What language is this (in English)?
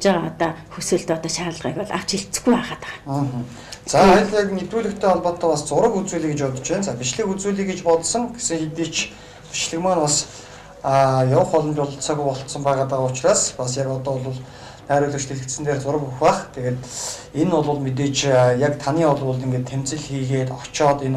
Mongolian